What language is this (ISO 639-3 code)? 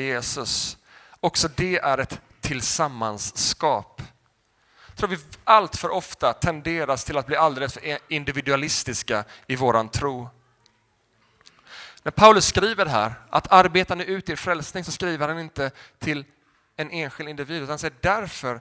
swe